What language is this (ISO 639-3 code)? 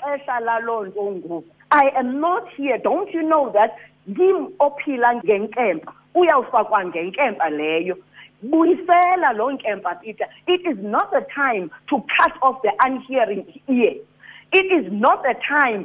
xho